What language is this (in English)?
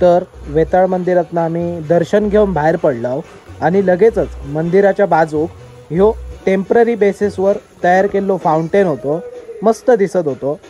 Konkani